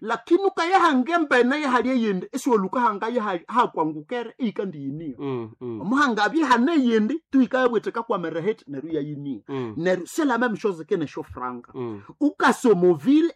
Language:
Nande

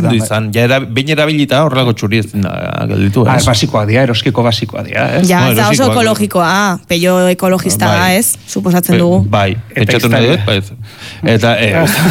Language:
Basque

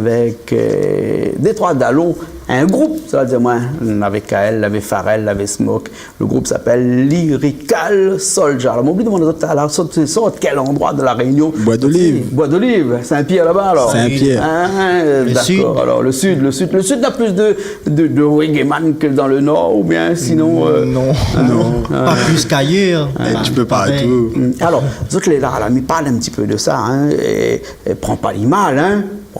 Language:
Réunion Creole French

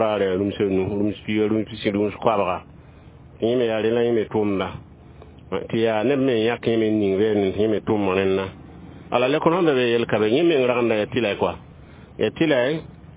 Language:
Mossi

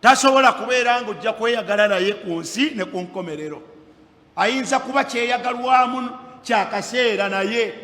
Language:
Ganda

